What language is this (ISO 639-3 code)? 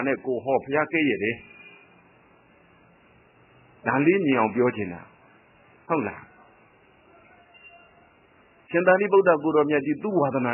mya